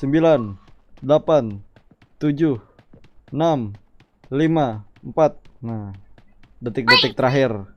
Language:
Banjar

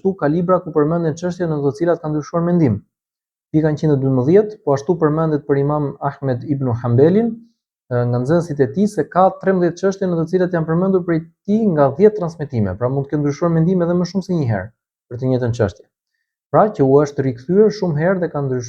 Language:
Albanian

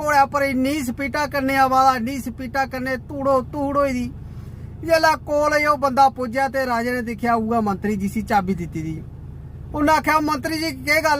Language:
Dogri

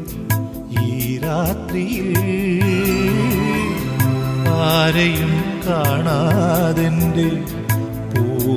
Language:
Malayalam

